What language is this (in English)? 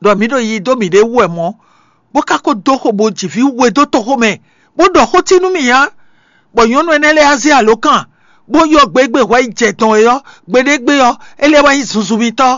Fon